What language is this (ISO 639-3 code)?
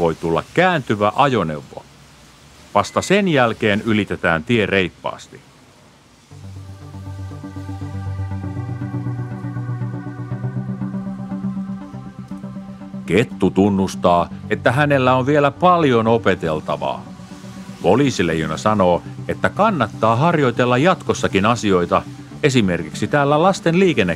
fin